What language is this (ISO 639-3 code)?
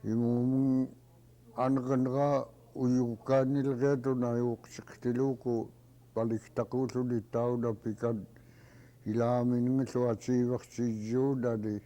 esu